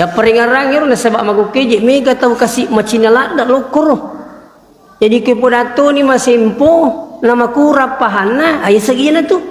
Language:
Buginese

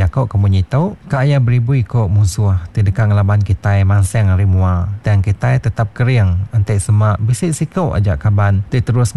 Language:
Iban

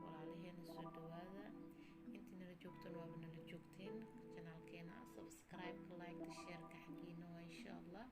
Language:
Somali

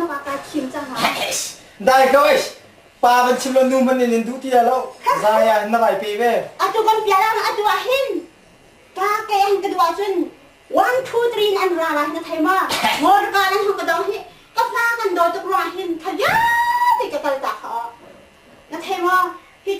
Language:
Hakha Chin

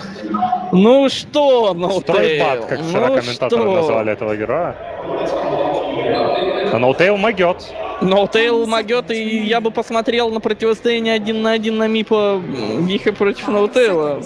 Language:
Russian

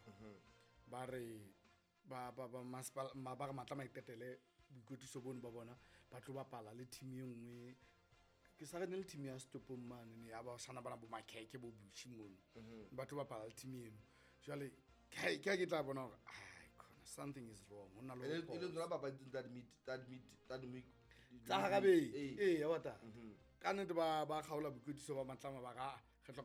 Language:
Southern Sotho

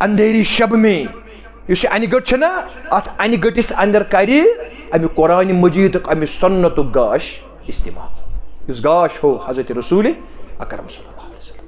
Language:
Kashmiri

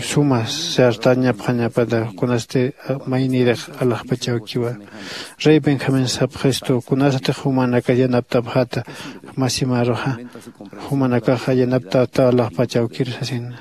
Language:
Aymara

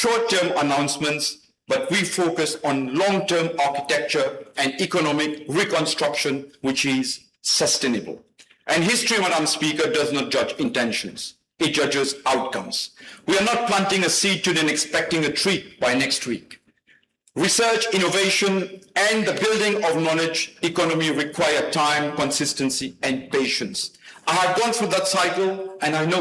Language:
Morisyen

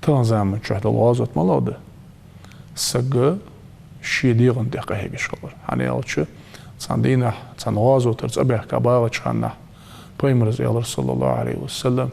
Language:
Ingush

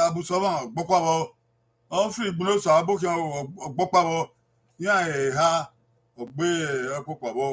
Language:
Bini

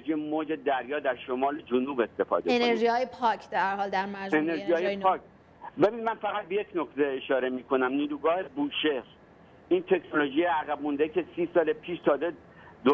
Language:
Persian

